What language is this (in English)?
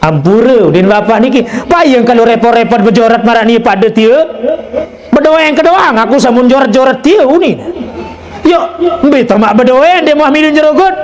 Sasak